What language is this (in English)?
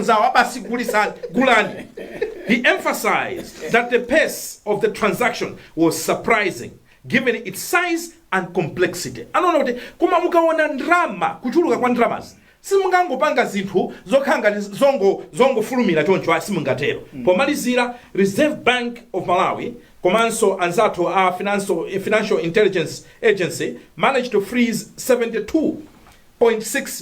Nyanja